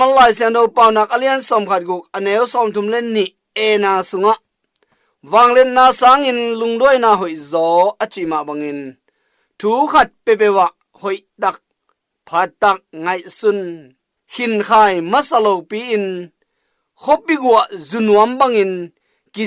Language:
Tedim Chin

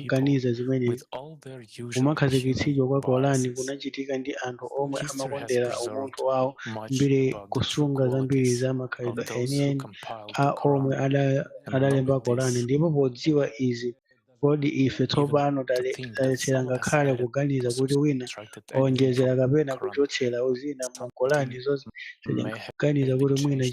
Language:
Nyanja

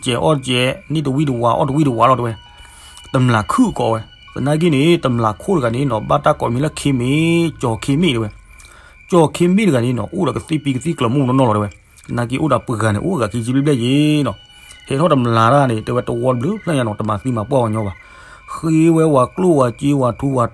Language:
S'gaw Karen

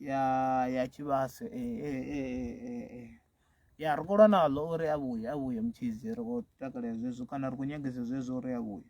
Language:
Venda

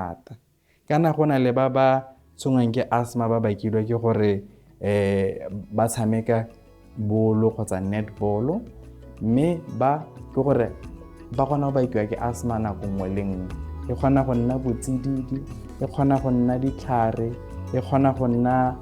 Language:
Tswana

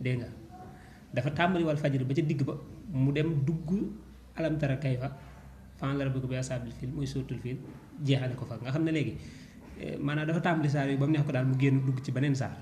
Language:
Wolof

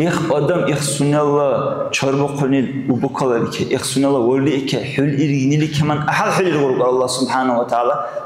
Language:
Dargwa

